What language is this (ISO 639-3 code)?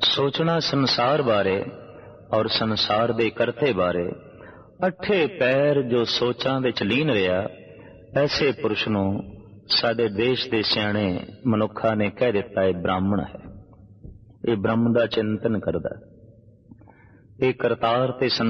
pan